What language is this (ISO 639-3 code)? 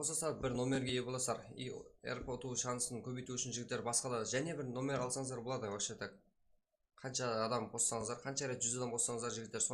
kaa